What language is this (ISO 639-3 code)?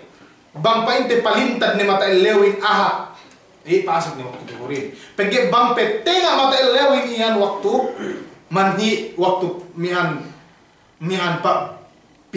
yka